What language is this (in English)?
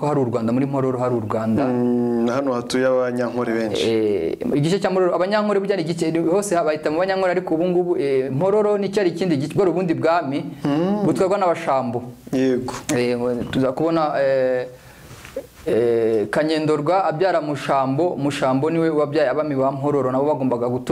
Kinyarwanda